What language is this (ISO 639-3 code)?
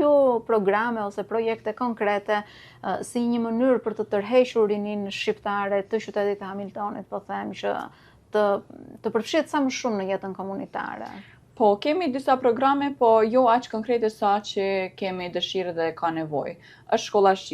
sqi